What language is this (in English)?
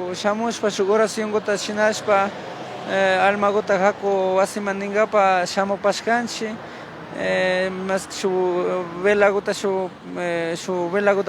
Imbabura Highland Quichua